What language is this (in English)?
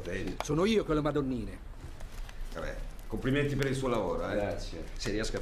Italian